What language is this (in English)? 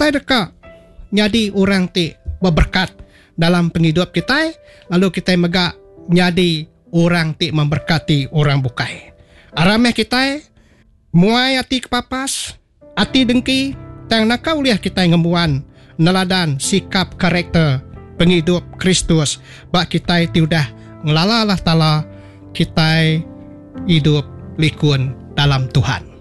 Iban